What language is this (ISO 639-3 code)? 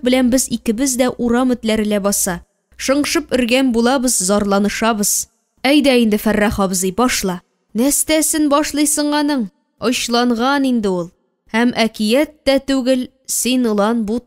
tat